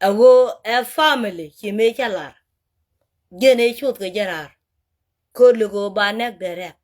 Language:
Nuer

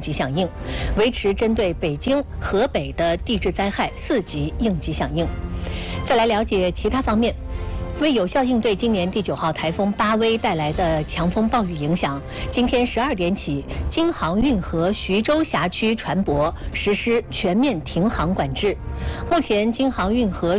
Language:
Chinese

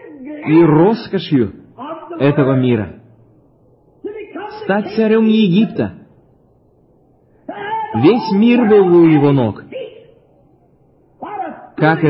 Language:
Russian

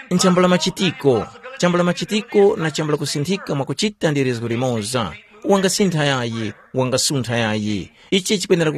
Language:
Tumbuka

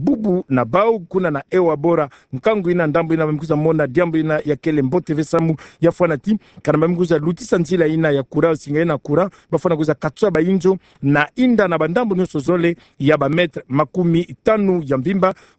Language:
Kituba (Democratic Republic of Congo)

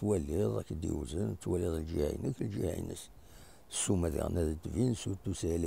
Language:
Kabyle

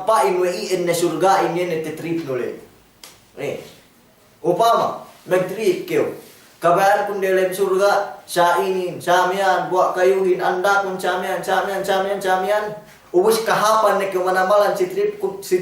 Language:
Yakan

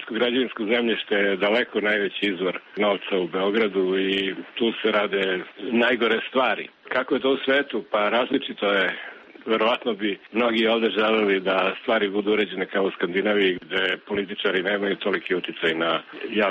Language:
Serbian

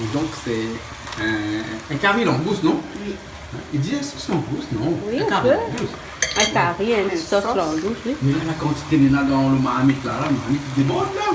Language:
Réunion Creole French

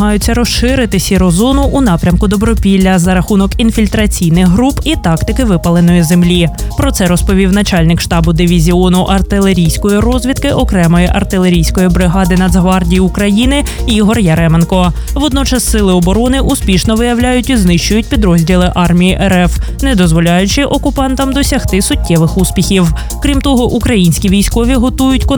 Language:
Ukrainian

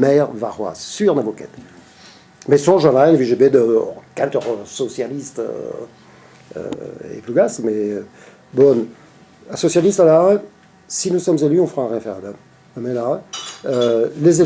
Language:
Breton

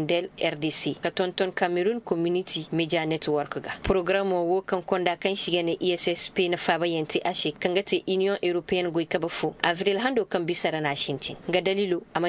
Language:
Koyraboro Senni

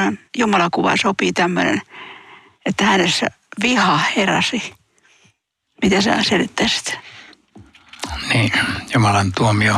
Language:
Finnish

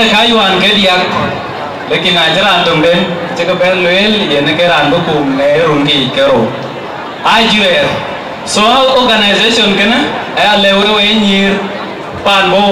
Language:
Dinka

